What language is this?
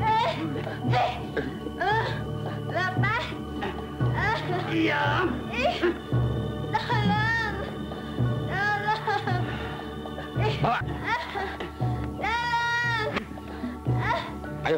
Betawi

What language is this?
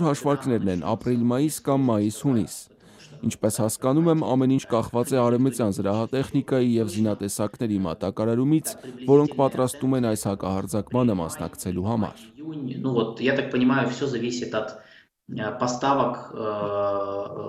Armenian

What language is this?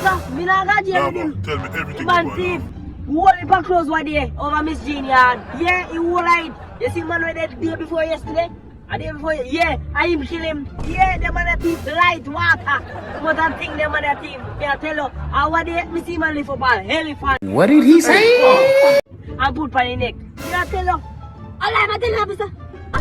Jamaican Creole English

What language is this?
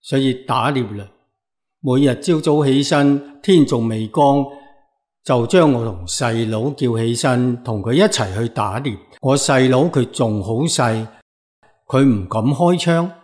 Cantonese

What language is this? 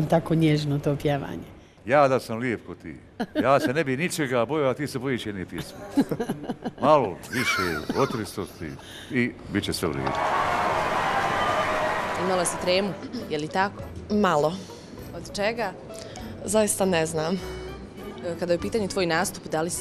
Bosnian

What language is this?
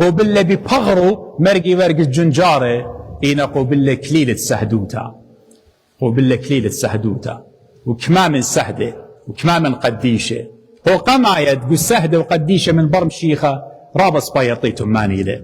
Assyrian Neo-Aramaic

